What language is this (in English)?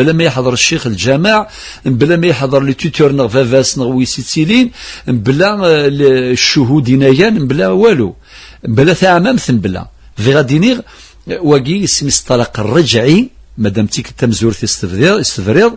Kabyle